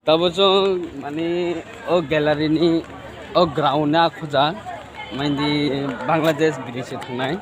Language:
Kok Borok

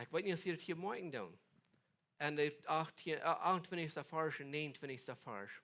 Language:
Plautdietsch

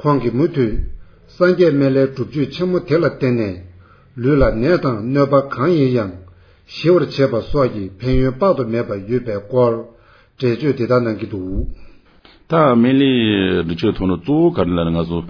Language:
Tibetan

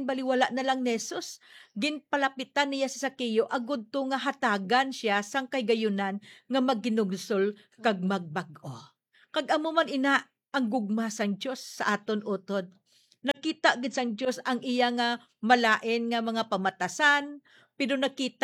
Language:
Hiligaynon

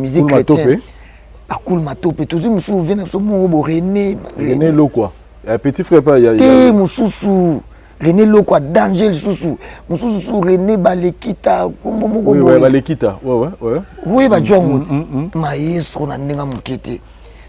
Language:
Lingala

